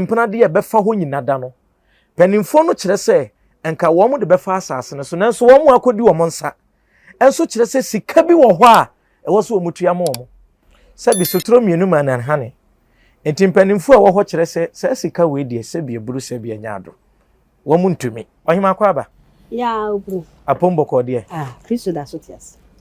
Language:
Akan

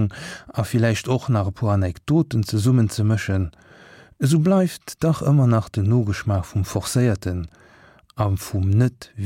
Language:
Luxembourgish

